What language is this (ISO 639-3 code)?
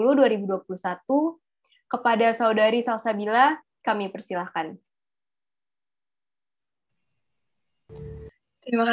ind